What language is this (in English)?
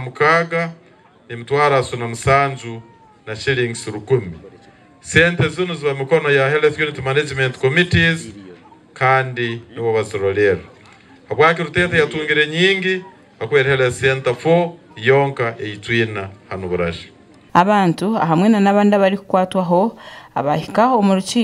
Nyankole